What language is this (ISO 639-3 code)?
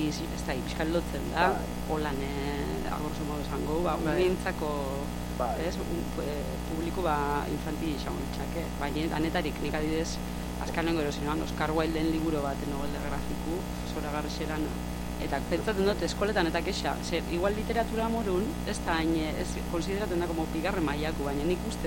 eus